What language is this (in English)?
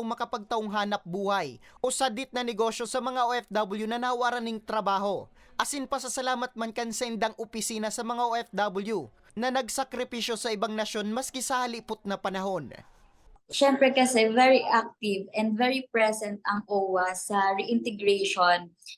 Bikol